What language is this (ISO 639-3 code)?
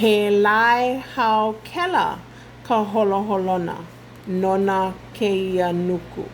haw